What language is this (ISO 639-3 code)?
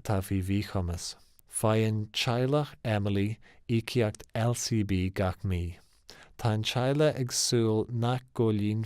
gle